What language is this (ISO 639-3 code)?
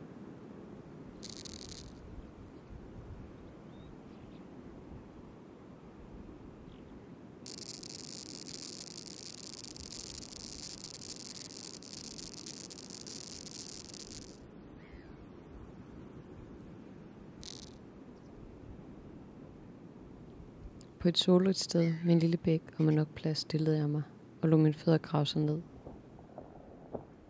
dan